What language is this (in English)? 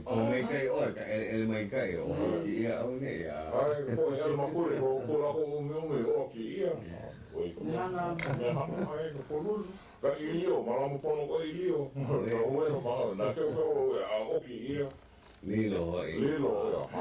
Hawaiian